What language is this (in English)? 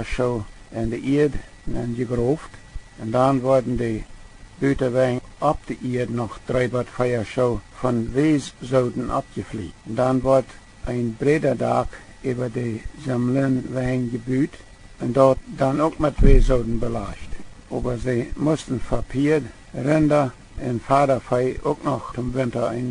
Plautdietsch